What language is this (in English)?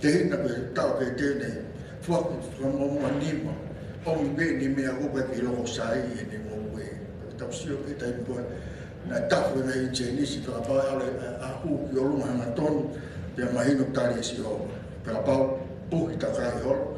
Tongan